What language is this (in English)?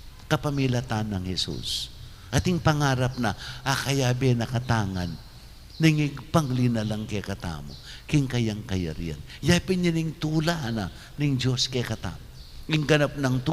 Pampanga